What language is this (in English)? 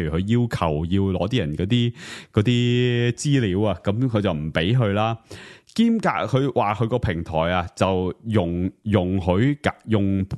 Cantonese